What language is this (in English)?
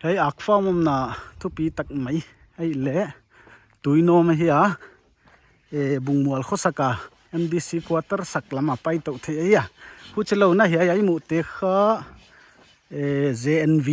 Paite Chin